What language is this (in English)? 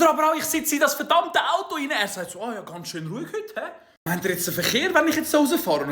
Swiss German